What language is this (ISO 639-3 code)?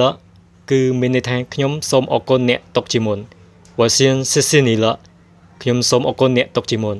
khm